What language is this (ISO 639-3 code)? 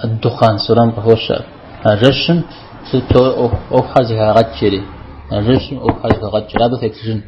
kbd